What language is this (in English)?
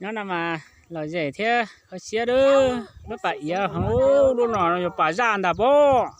Hmong